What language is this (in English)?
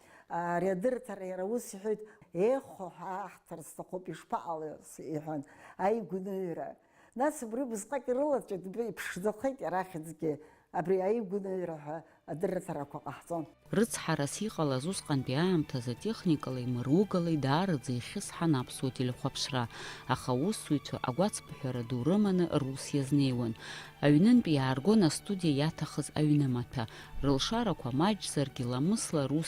Abkhazian